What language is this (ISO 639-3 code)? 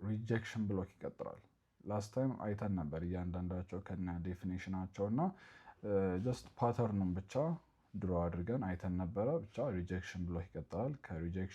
amh